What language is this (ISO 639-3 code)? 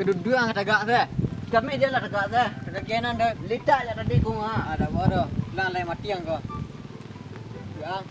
min